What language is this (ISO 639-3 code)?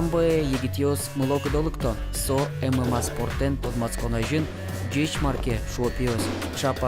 udm